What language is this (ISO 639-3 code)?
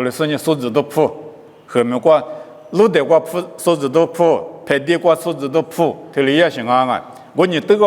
lis